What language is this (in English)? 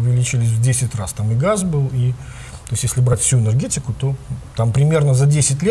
Russian